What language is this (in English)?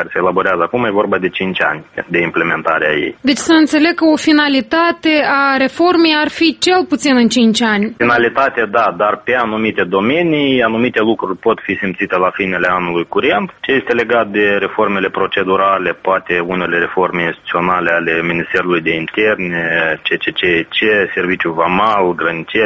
Romanian